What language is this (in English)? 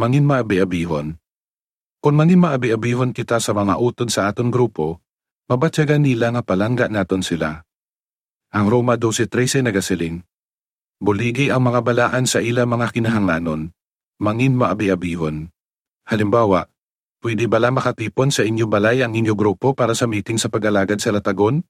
Hiligaynon